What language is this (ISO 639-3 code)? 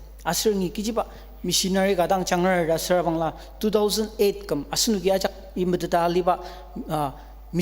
njo